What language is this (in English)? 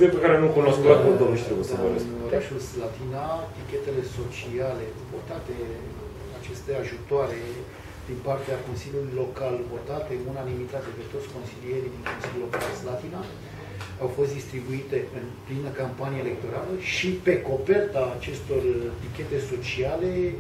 Romanian